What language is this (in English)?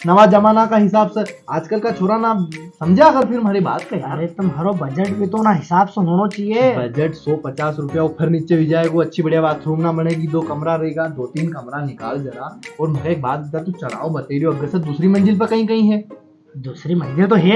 Rajasthani